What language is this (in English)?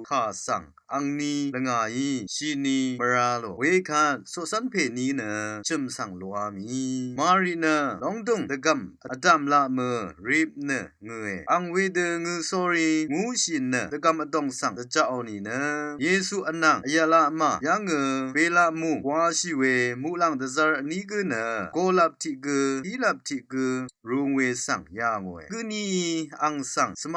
Rawang